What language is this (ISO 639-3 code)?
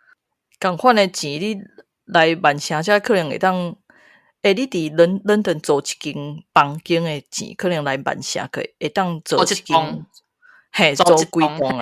nan